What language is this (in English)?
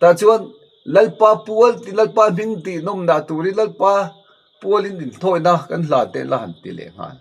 Mizo